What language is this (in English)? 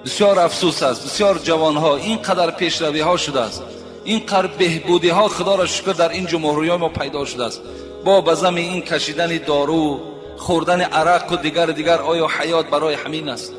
Tajik